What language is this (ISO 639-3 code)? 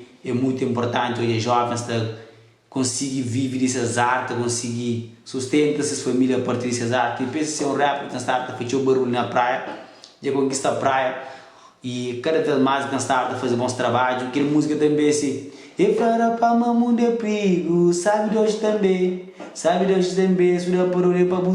kea